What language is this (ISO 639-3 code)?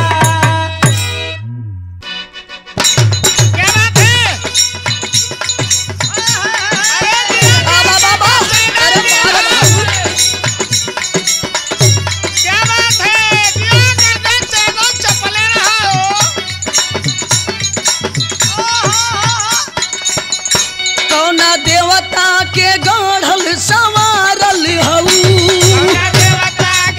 bho